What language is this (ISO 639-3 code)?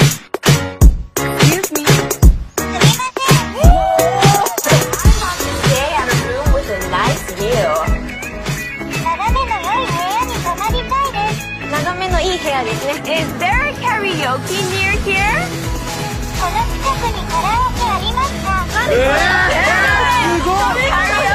jpn